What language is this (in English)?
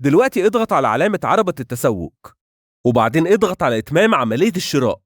Egyptian Arabic